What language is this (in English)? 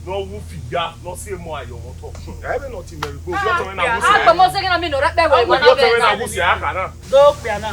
Bini